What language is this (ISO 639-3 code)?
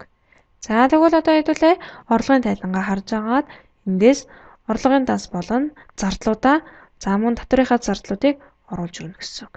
mon